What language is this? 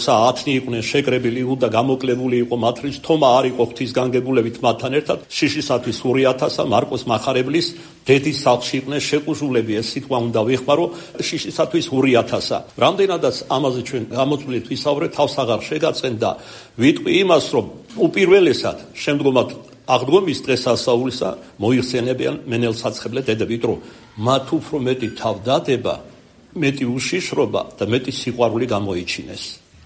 Georgian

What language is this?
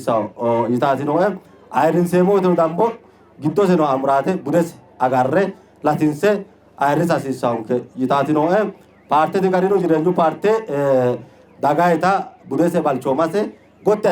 Sidamo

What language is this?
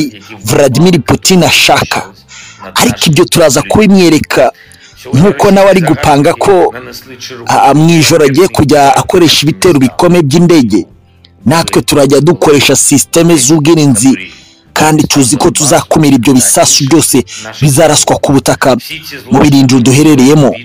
Kinyarwanda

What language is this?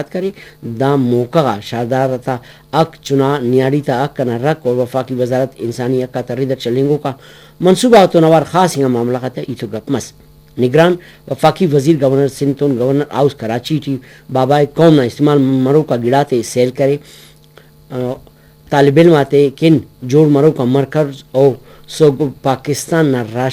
Brahui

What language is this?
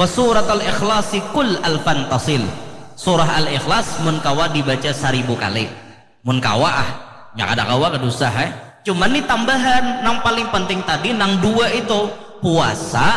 Banjar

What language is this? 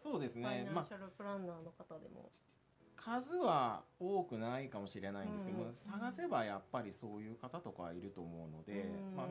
Japanese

